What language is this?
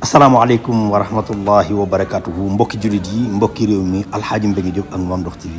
Wolof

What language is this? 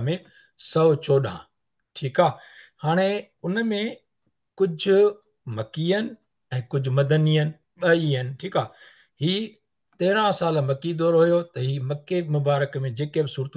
Sindhi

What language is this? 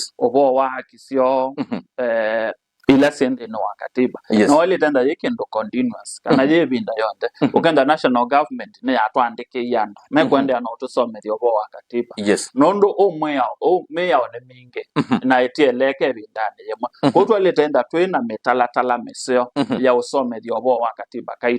Kamba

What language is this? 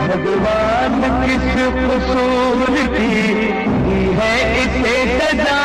Chhattisgarhi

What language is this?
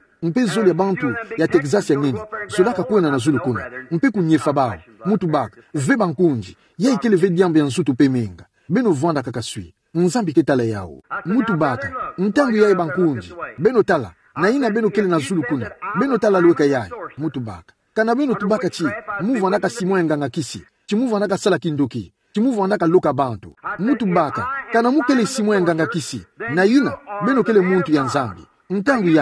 Kituba (Democratic Republic of Congo)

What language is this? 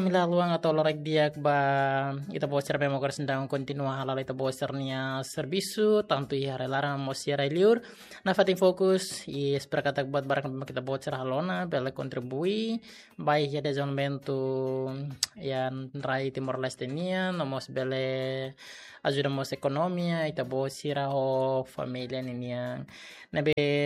Tetum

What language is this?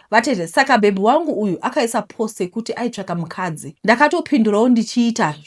Shona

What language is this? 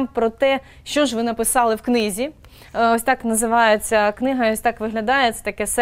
Ukrainian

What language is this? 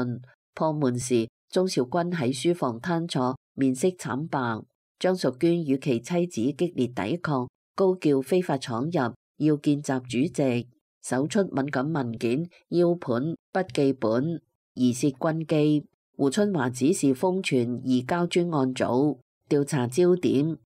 Cantonese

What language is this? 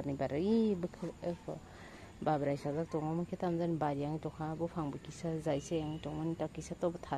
Kok Borok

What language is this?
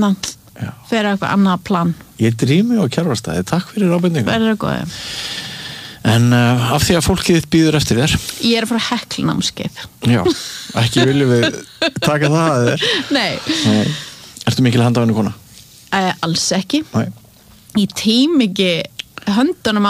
Icelandic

